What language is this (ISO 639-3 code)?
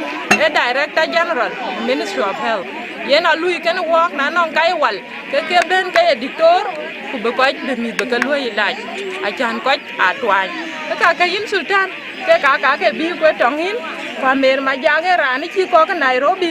din